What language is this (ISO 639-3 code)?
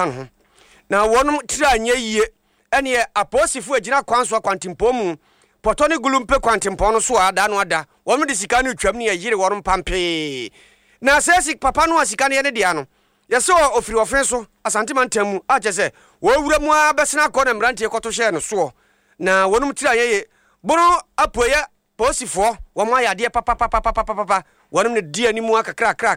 aka